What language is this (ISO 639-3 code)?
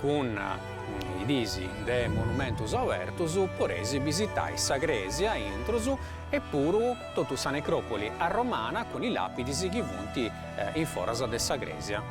srd